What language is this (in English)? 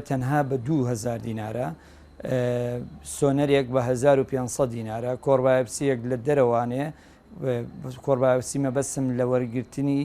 Central Kurdish